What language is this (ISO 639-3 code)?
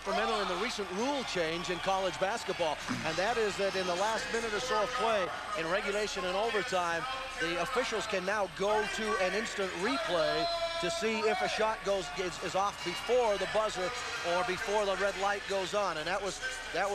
eng